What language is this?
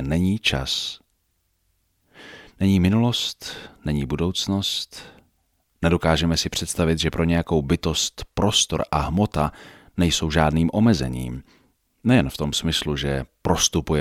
Czech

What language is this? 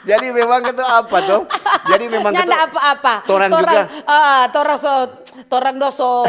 Manado Malay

